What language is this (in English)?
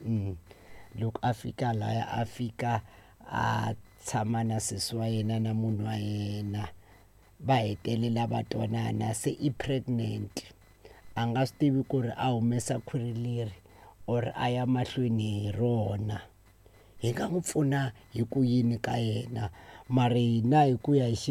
Tsonga